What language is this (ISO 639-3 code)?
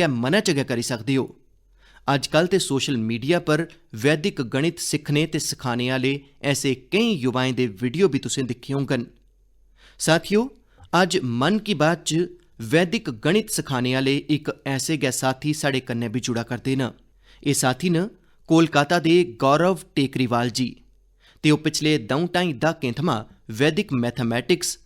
doi